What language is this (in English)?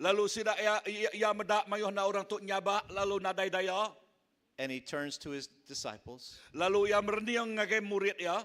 Iban